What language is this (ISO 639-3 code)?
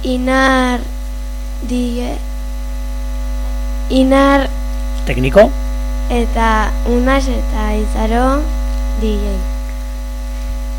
eus